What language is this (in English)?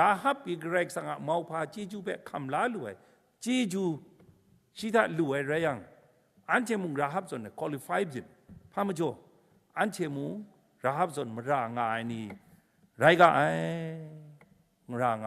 Kachin